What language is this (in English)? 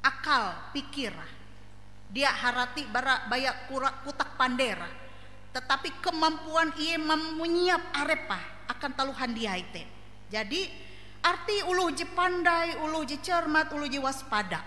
Ngaju